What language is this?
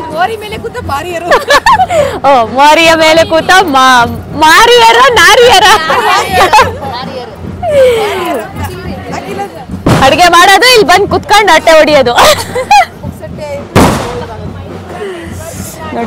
Kannada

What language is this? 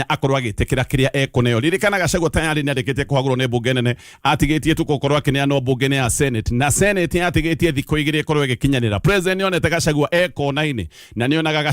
Kikuyu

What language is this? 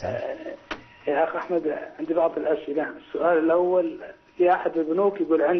Arabic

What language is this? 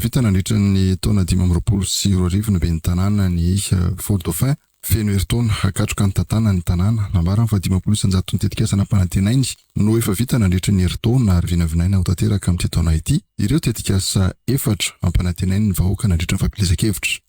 Malagasy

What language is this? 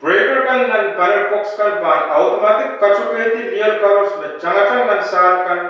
Pohnpeian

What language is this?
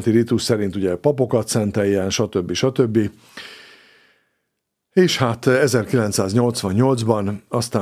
Hungarian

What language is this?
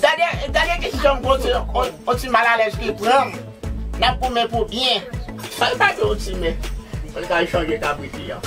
Haitian Creole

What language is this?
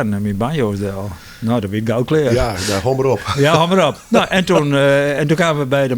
Western Frisian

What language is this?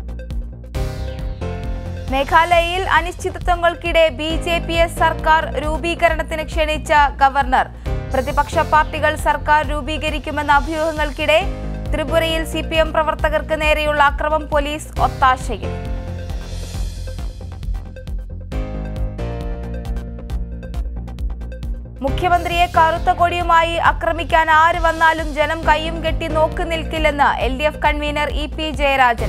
Malayalam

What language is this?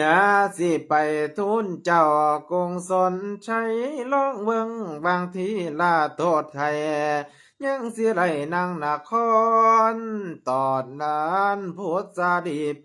Lao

